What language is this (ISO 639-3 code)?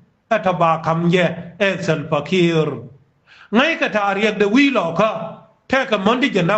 nus